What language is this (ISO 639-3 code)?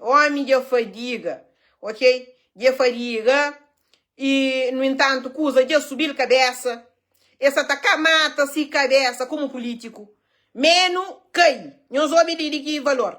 kea